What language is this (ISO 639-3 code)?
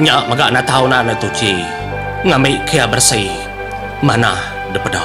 iba